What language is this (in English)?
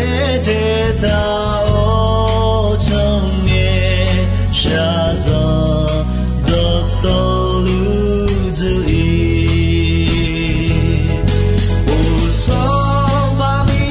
Akha